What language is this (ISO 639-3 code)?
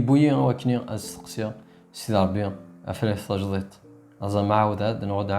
kab